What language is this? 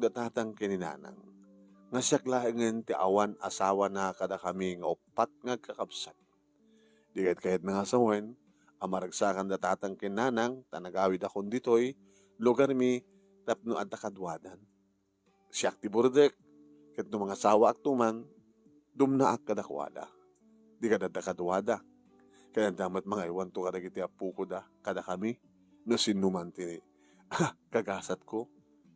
Iloko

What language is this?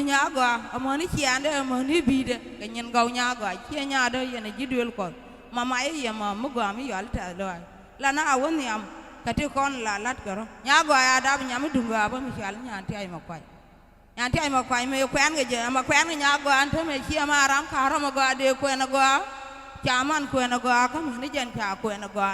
Nuer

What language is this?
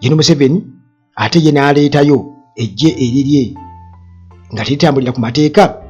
Ganda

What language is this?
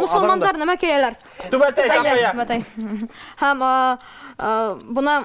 Bashkir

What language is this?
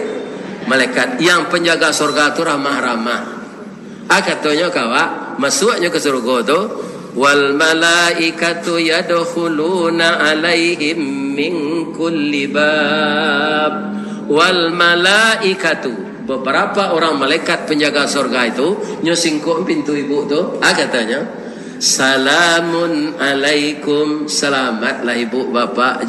Minangkabau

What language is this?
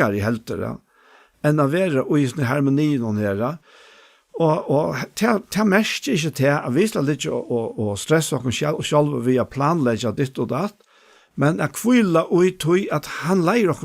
Faroese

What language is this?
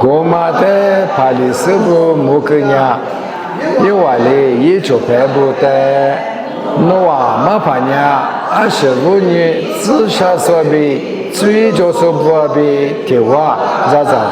Lisu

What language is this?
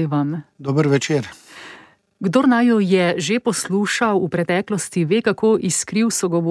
Slovenian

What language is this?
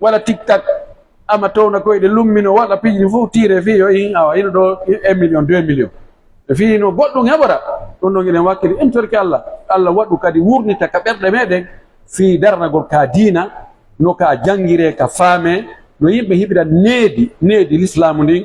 Pular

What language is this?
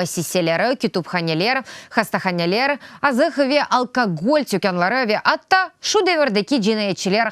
Crimean Tatar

